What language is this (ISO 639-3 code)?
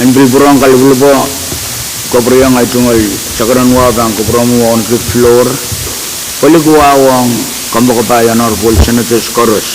pon